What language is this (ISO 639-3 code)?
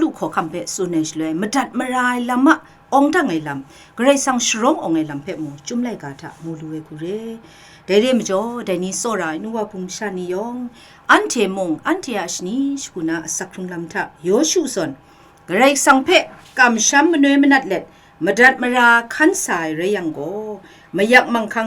kac